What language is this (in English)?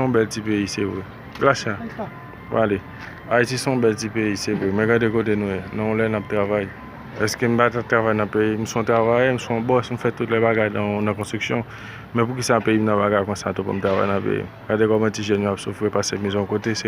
Haitian Creole